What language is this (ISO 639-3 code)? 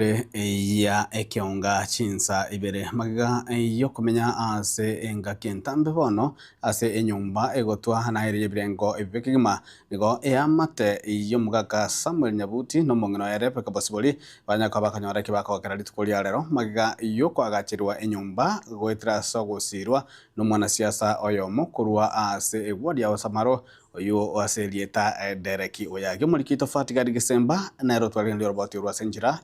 guz